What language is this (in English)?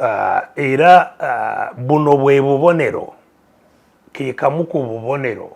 Ganda